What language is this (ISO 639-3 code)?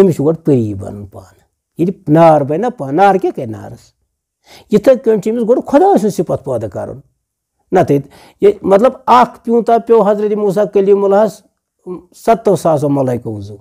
kas